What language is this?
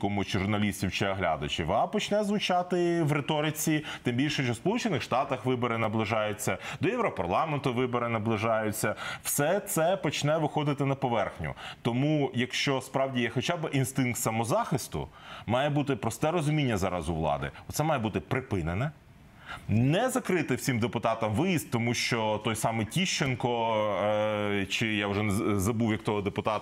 Ukrainian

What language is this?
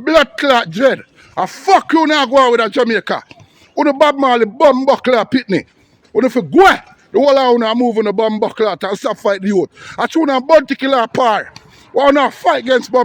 Jamaican Creole English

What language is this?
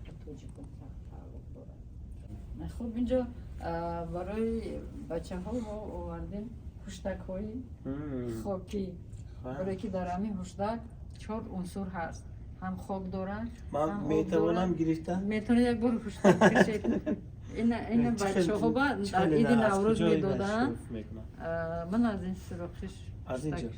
Tajik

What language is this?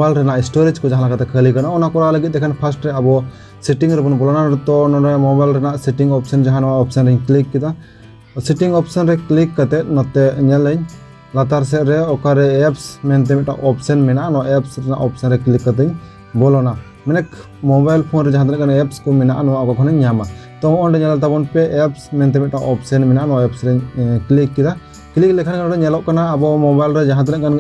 Santali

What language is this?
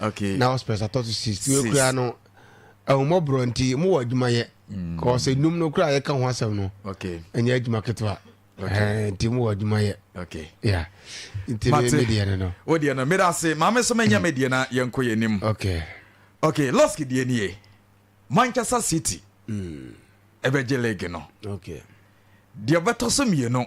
Akan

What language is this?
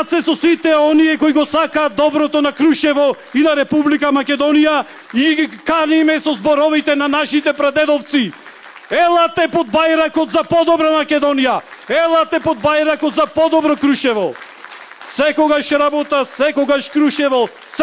Macedonian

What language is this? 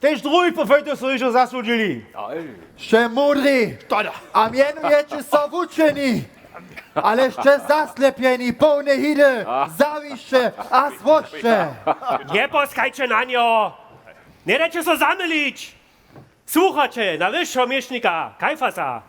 Upper Sorbian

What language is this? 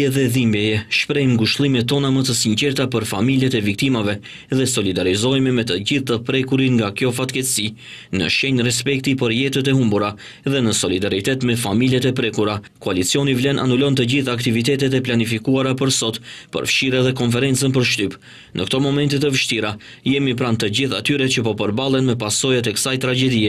Albanian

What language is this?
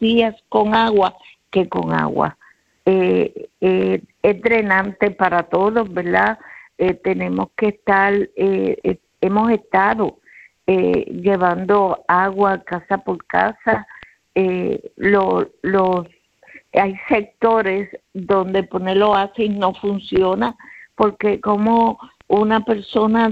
Spanish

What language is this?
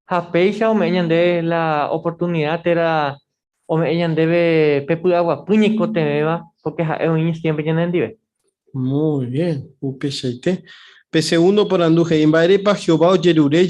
Guarani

